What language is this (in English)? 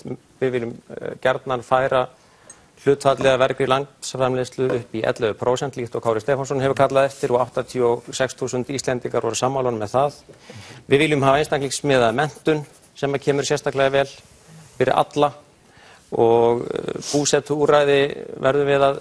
Icelandic